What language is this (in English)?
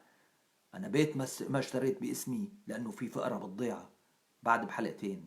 North Levantine Arabic